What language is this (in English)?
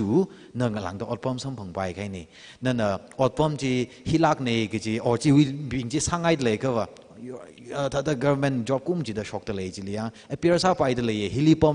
Tangkhul Naga (India)